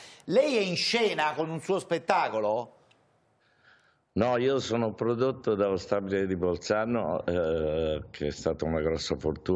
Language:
Italian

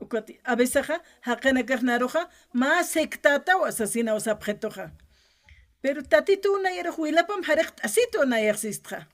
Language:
Aymara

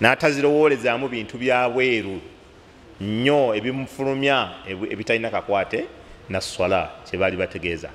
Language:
Ganda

